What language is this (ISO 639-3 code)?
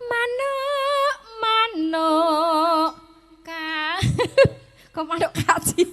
jav